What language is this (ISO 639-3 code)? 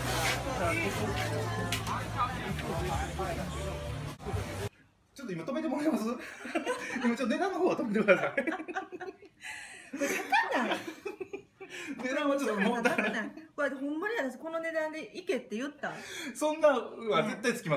jpn